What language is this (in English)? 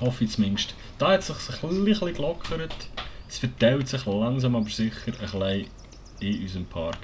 Swiss German